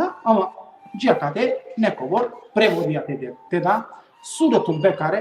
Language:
Balkan Romani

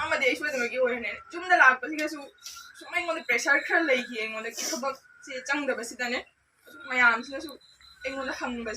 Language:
Manipuri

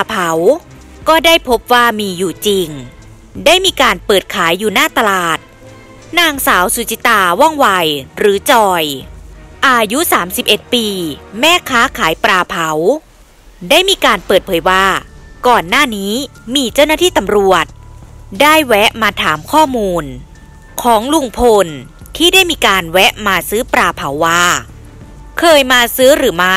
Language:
Thai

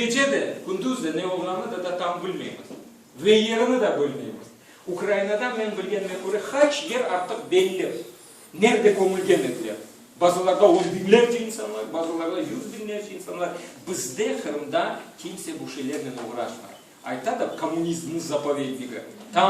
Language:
Crimean Tatar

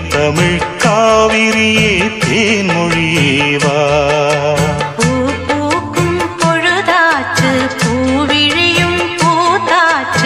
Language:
Tamil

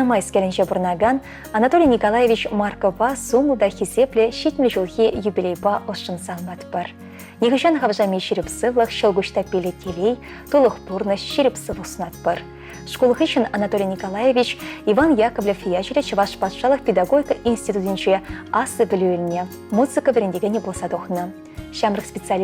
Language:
Chuvash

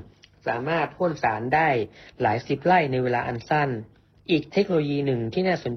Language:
Thai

